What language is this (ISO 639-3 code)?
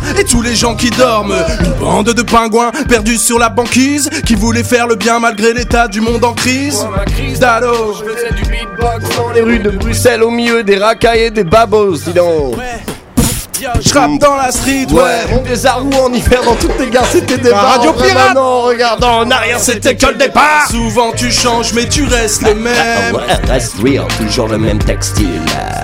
fra